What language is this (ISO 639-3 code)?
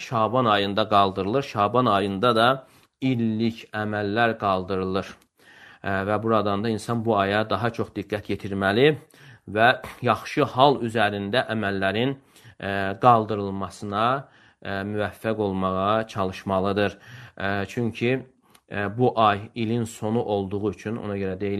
aze